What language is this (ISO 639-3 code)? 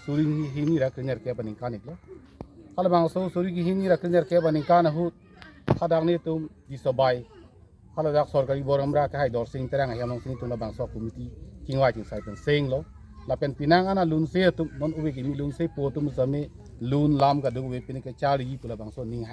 mjw